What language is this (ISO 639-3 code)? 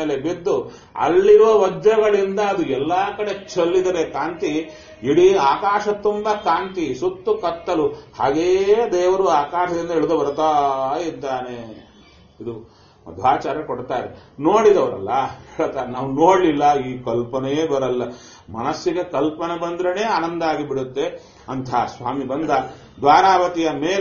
kan